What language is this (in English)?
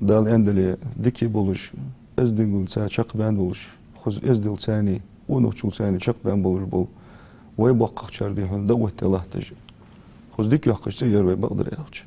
Ingush